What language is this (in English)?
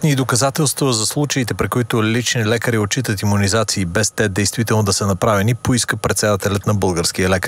Bulgarian